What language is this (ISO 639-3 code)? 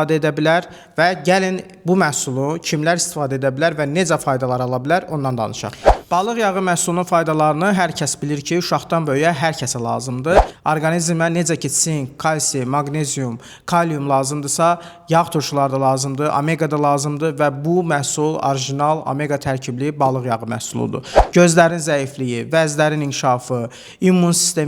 aze